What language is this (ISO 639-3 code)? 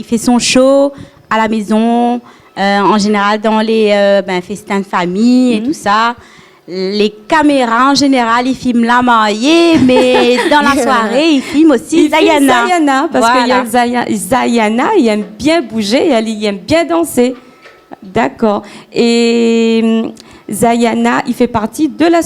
rcf